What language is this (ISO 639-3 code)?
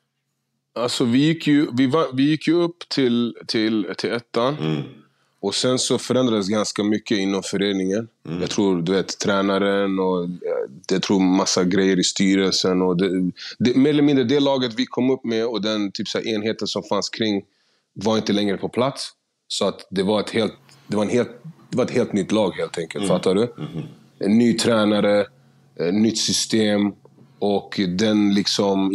swe